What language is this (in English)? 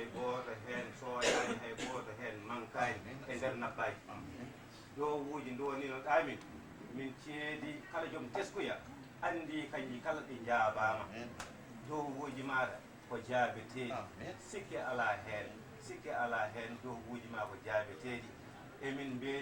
Fula